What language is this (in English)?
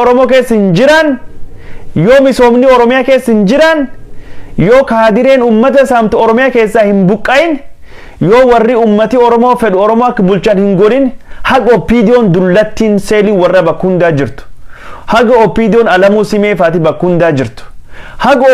Oromo